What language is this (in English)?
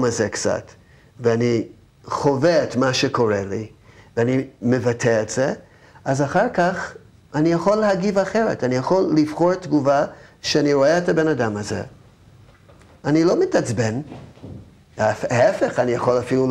Hebrew